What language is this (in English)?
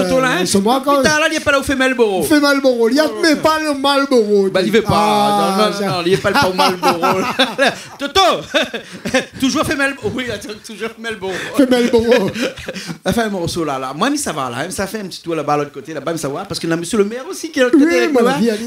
Réunion Creole French